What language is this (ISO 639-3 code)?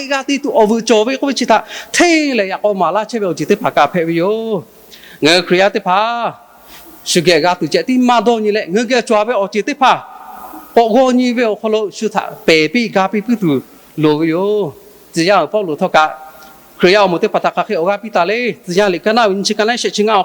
lhu